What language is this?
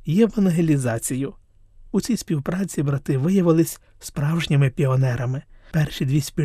Ukrainian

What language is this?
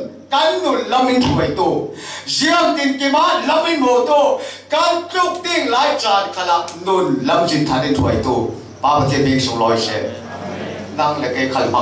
Falam Chin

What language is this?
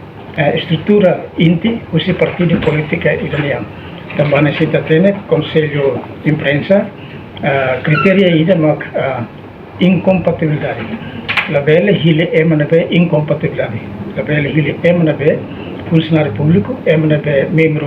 Tetum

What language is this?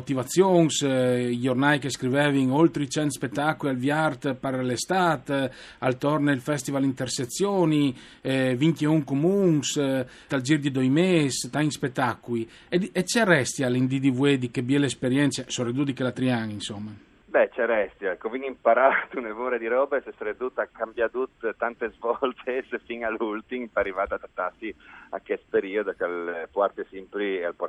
Friulian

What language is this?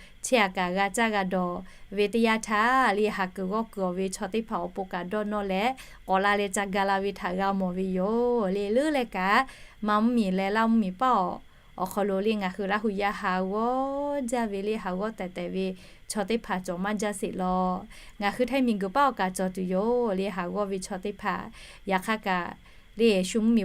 Lahu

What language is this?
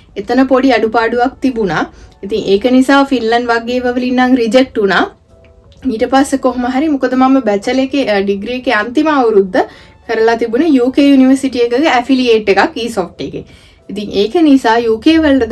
Sinhala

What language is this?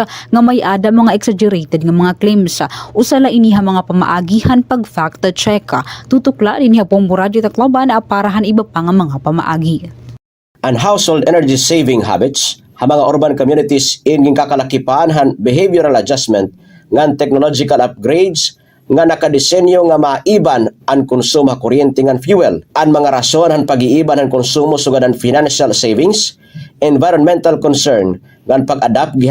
Waray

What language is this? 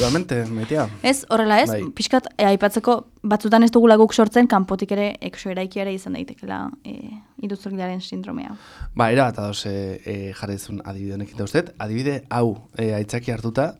Basque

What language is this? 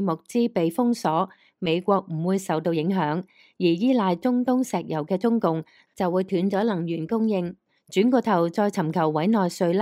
Cantonese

